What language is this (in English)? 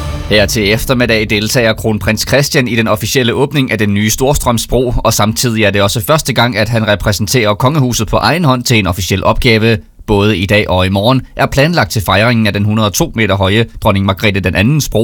Danish